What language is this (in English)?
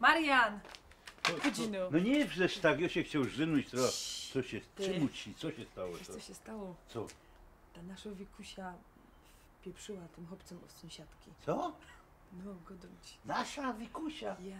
Silesian